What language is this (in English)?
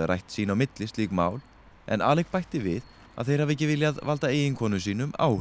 Icelandic